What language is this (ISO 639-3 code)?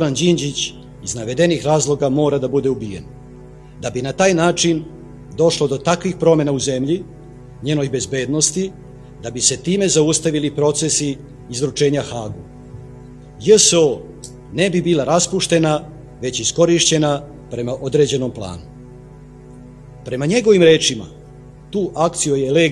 srp